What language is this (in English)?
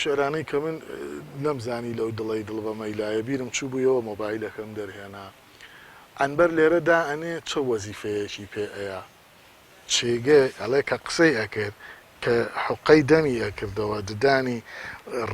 Central Kurdish